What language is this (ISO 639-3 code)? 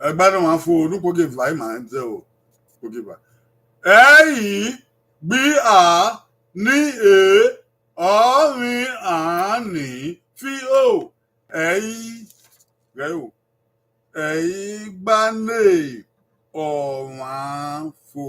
bin